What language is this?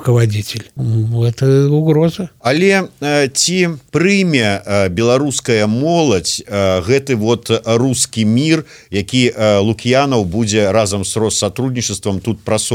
Belarusian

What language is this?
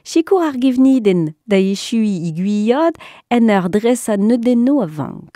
Breton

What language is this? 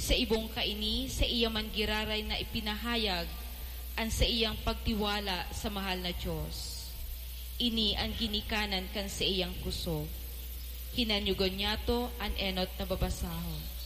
Bikol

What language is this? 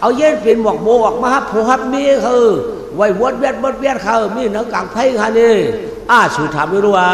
Shan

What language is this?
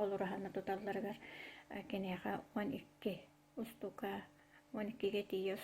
Yakut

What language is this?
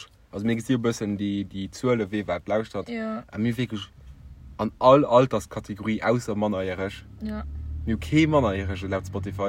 Luxembourgish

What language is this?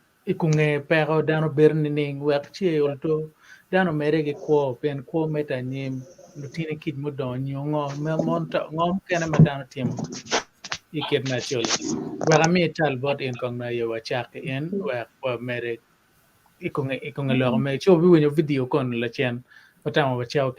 Acoli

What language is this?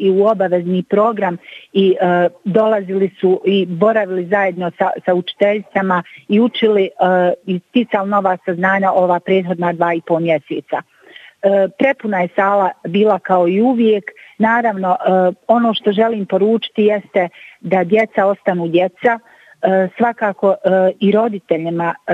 Bosnian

